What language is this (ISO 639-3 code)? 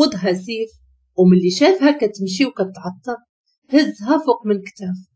ary